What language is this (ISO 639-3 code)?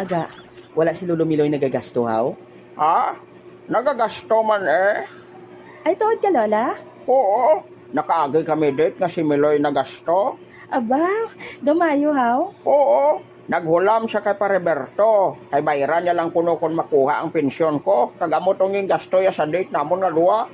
hil